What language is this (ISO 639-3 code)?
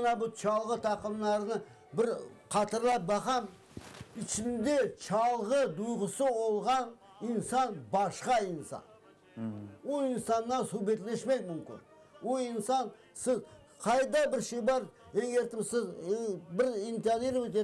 crh